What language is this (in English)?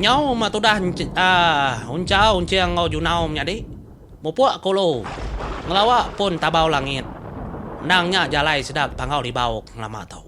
Iban